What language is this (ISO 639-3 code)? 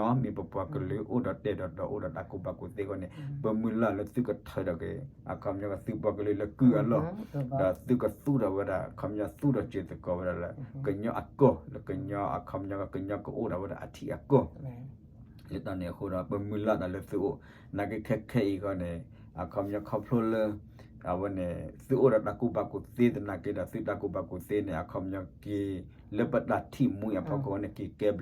ksw